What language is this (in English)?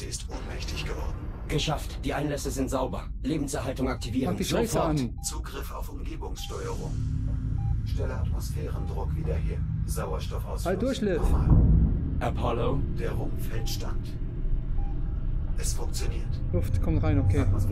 German